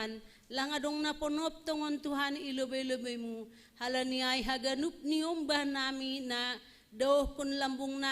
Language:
Batak Simalungun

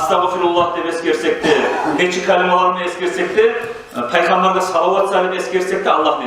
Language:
Kumyk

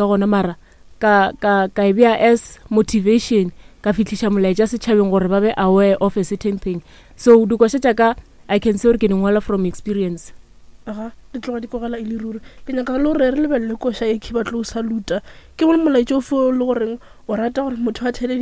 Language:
Northern Sotho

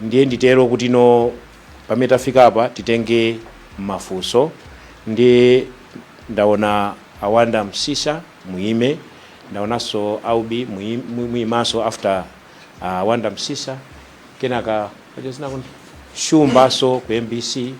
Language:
Nyanja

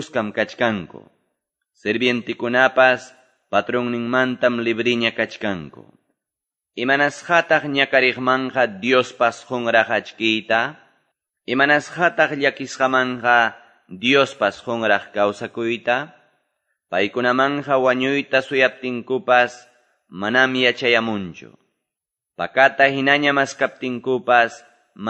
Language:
Quechua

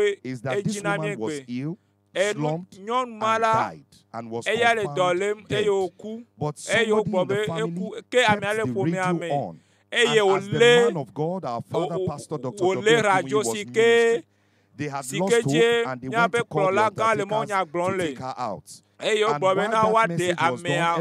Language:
Ewe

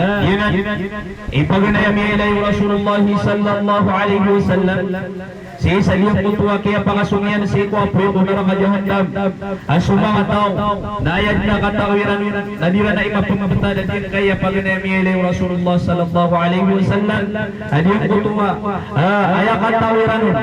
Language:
Maranao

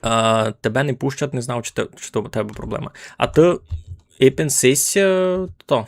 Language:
Rusyn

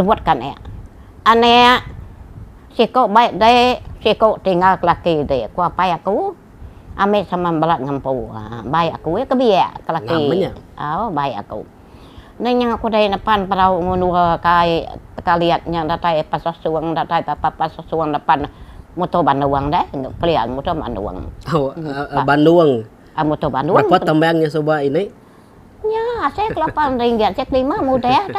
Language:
Iban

